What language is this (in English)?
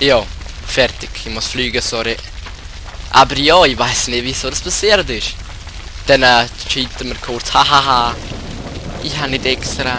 Swiss German